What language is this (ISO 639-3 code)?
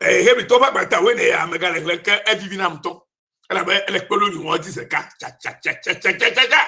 ewe